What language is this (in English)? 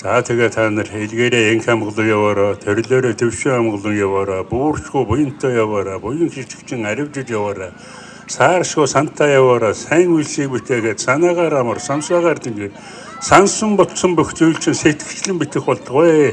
Mongolian